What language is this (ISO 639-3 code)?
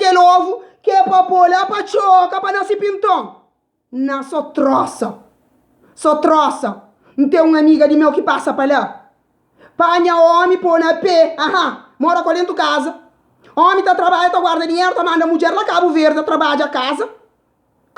kea